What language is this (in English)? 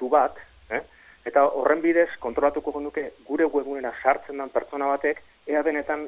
Basque